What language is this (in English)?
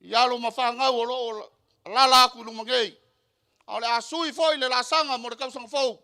Samoan